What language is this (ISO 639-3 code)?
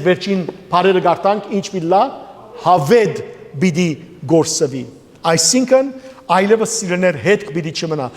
hyw